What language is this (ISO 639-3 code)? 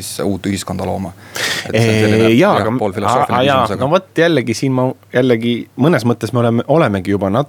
est